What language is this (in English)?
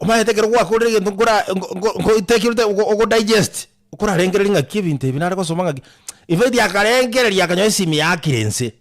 Gusii